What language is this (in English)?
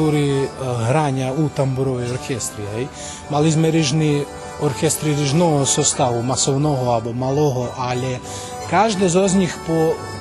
Rusyn